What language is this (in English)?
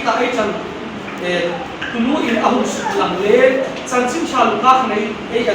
Hmar